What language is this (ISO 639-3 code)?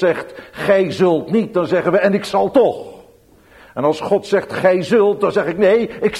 nld